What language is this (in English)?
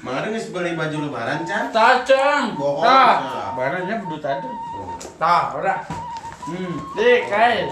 Sundanese